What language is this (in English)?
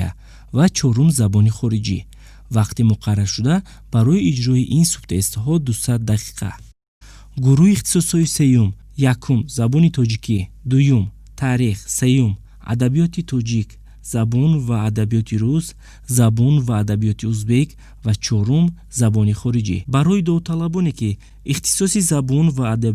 Tajik